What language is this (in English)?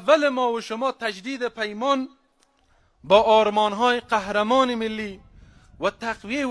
Persian